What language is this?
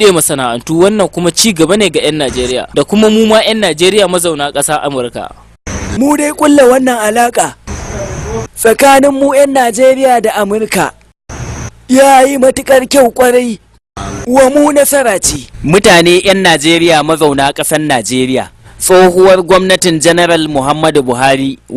Hausa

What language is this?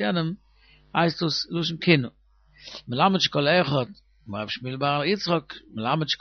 Yiddish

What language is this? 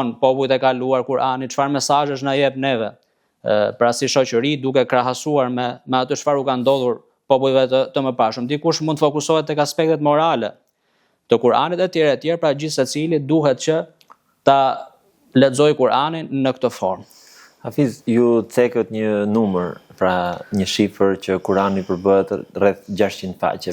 Albanian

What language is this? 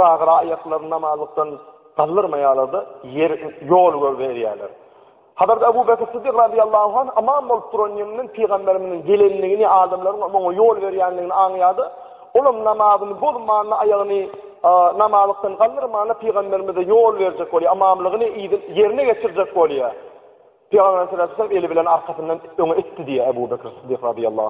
Turkmen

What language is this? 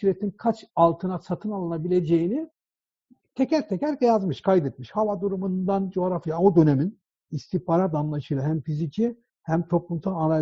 Turkish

